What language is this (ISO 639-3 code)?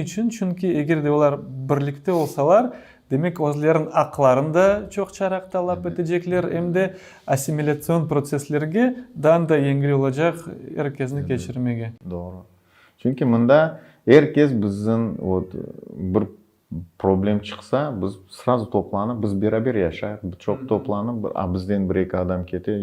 crh